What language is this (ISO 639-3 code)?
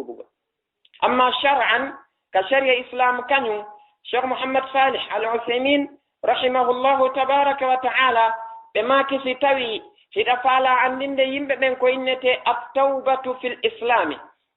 ful